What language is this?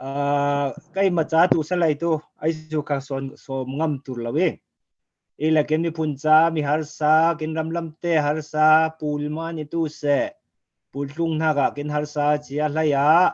Falam Chin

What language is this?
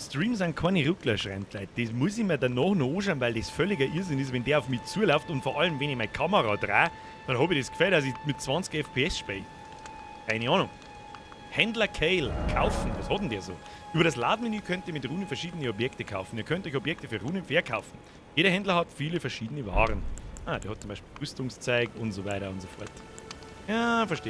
Bavarian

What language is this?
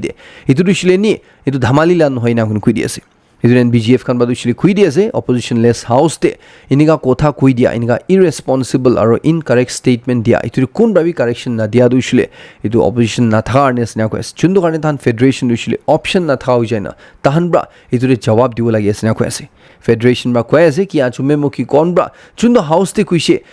Naga Pidgin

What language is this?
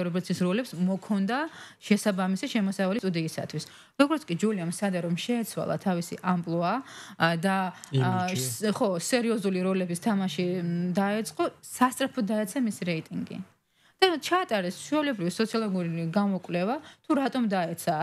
Georgian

